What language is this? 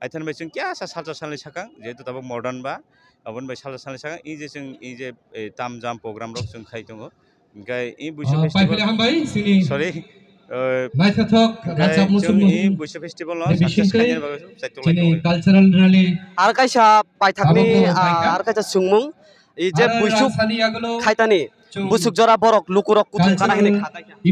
Kok Borok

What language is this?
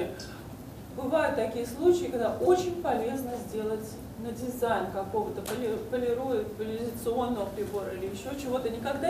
Russian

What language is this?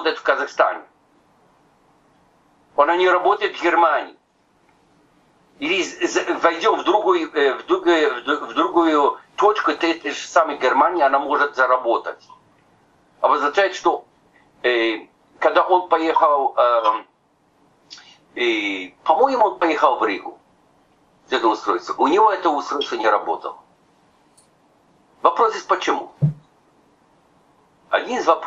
Russian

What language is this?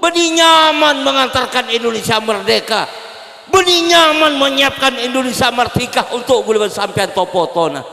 Madurese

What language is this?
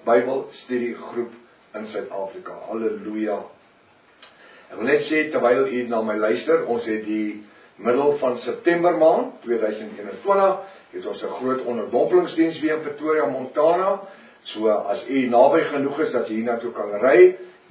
Afrikaans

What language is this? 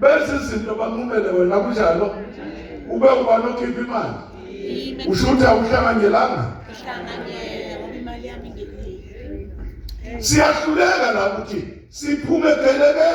Zulu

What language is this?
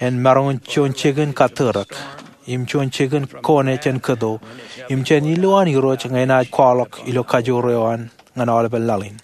Marshallese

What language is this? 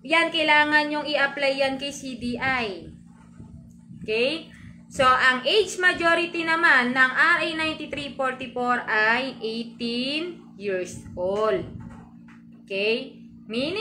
Filipino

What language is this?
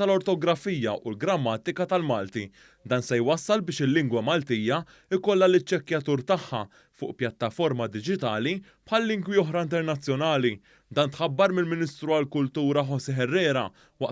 Maltese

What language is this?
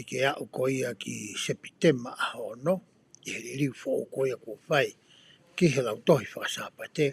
Tongan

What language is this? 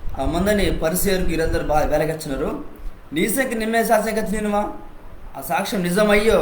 Koya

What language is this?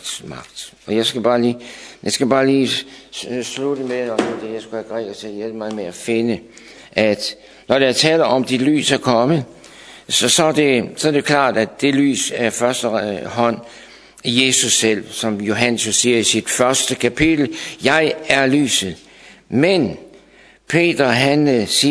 Danish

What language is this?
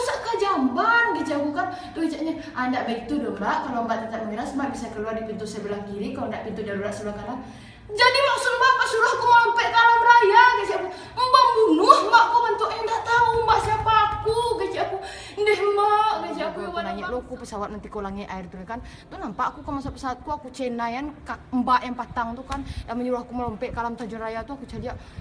Minangkabau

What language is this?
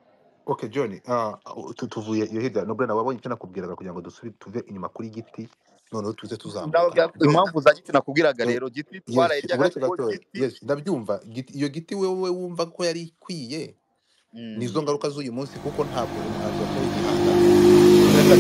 Kinyarwanda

